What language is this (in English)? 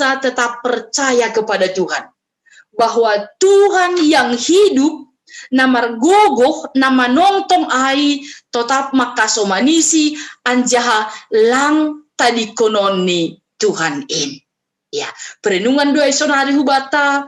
Batak Simalungun